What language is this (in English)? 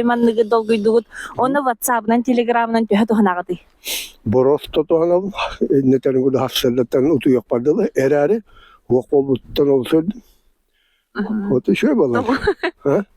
Yakut